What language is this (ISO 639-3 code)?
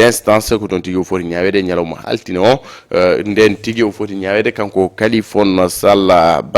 ful